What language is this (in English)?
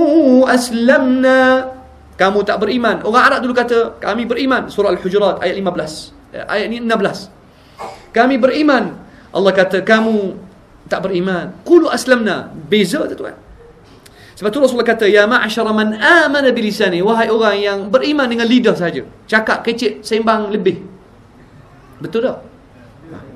Malay